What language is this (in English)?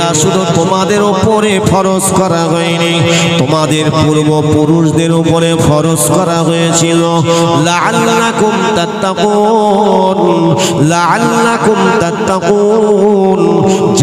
Bangla